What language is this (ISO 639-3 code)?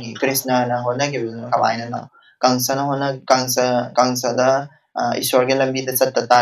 mni